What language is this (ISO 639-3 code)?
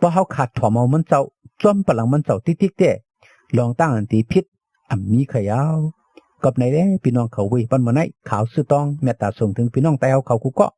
shn